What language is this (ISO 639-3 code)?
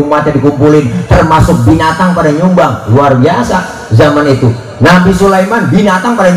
bew